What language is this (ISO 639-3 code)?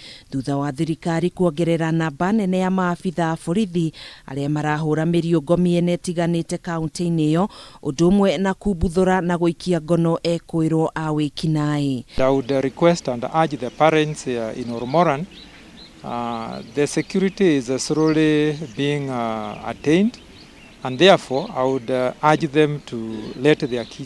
kik